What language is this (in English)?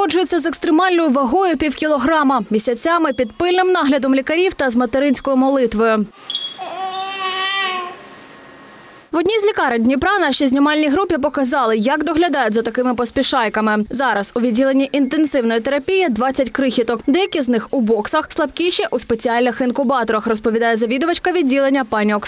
Ukrainian